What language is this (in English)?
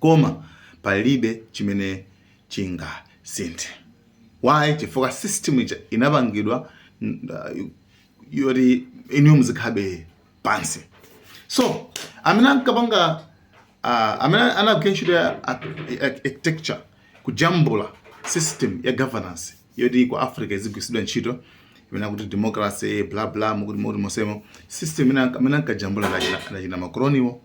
Nyanja